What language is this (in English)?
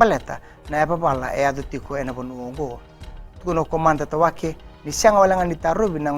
Fijian